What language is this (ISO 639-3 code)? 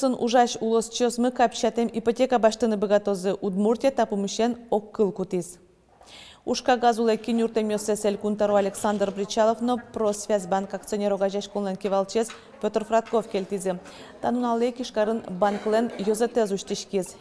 udm